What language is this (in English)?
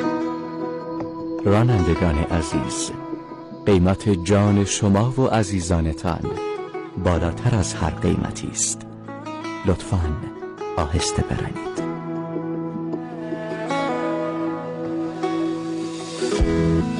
Persian